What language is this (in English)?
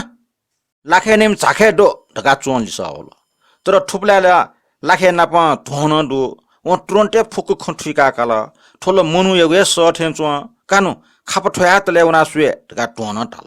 Newari